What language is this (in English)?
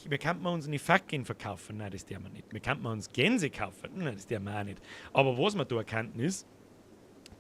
Bavarian